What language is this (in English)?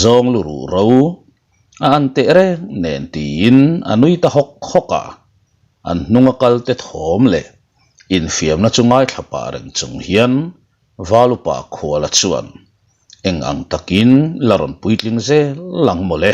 Mizo